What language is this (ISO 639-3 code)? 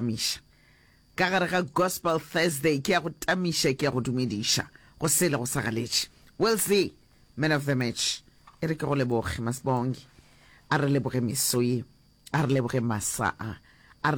nso